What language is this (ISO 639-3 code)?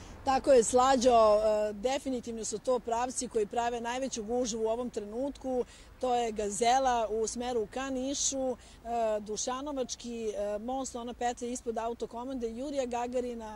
srp